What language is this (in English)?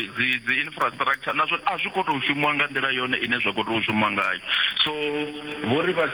Venda